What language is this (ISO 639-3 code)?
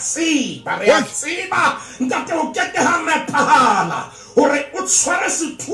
sot